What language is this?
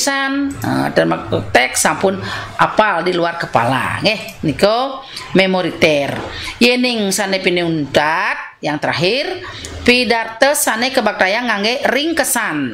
Balinese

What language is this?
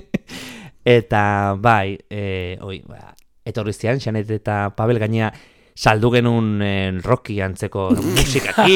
Basque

